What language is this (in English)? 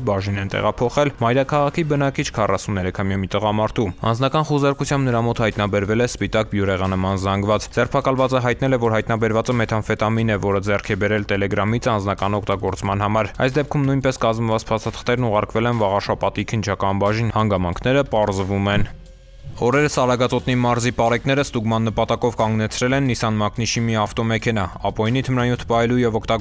Armenian